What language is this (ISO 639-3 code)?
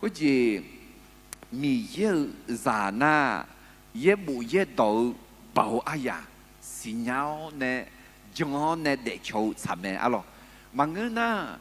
ahk